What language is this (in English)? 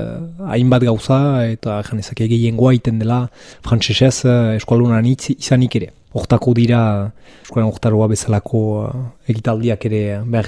Basque